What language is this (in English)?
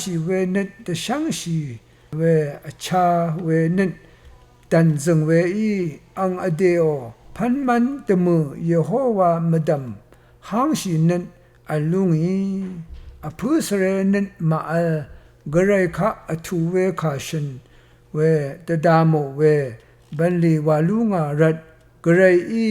Rawang